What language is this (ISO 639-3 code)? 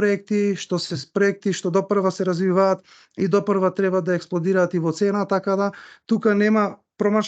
mkd